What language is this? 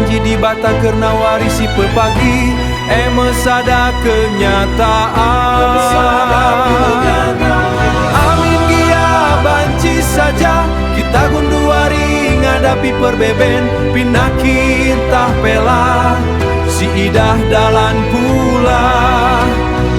Batak Karo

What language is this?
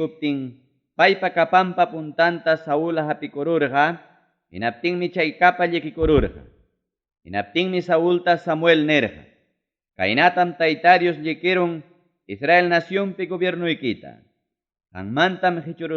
Ayacucho Quechua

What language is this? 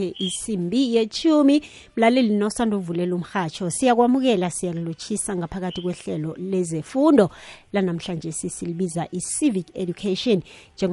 South Ndebele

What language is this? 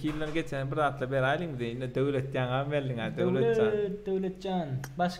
Turkmen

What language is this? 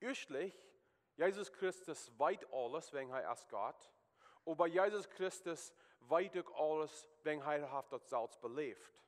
Plautdietsch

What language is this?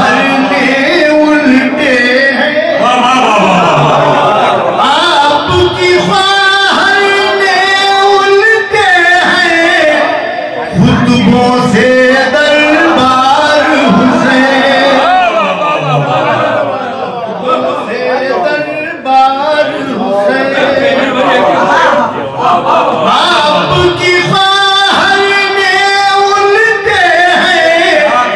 Urdu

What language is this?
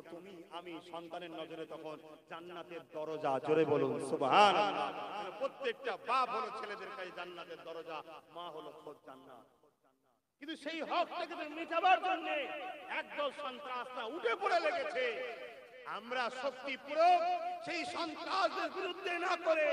Bangla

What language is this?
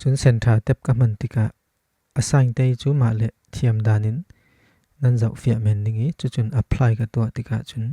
Falam Chin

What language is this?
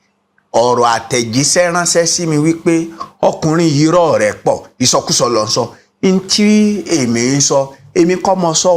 Yoruba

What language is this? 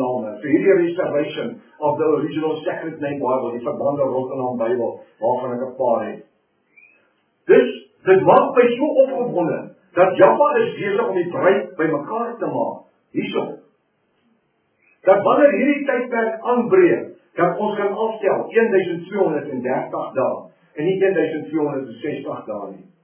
Afrikaans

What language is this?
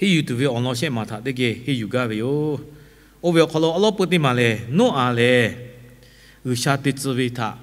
Lahu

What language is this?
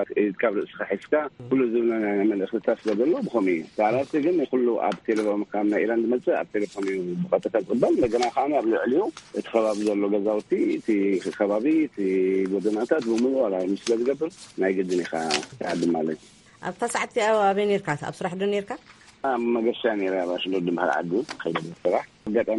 Tigrinya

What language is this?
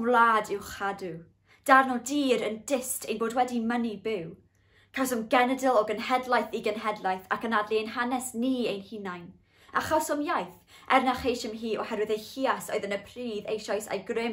Welsh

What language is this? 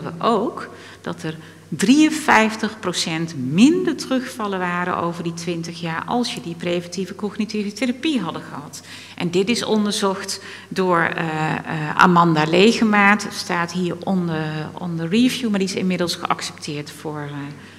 Dutch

